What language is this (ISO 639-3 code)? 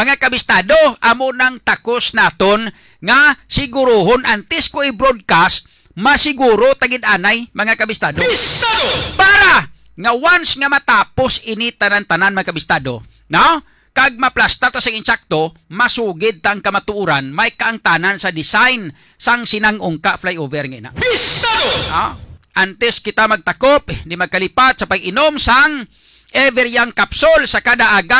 hil